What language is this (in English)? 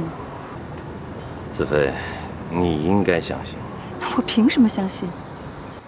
Chinese